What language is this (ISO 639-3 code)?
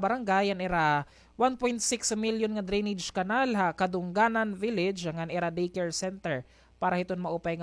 war